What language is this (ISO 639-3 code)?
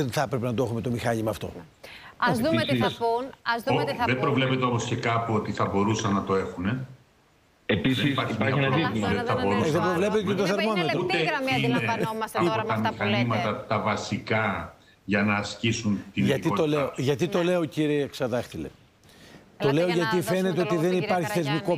ell